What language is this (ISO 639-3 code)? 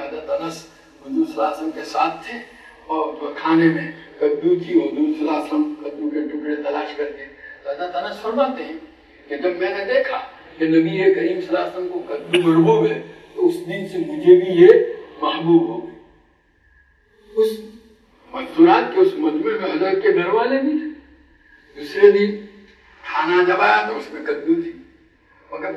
urd